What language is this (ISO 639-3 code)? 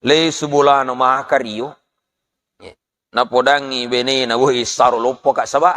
bug